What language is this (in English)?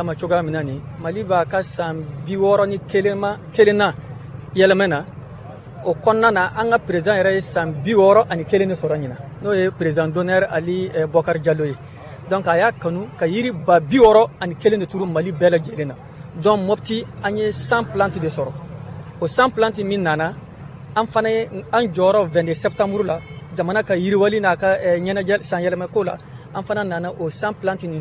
Bambara